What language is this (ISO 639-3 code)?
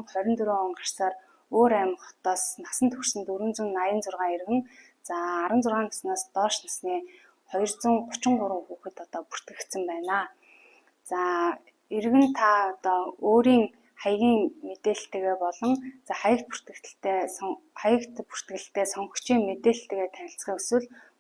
mon